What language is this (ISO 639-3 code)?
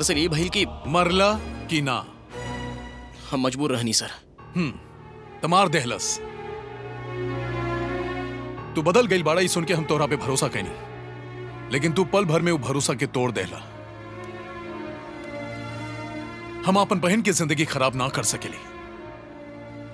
bho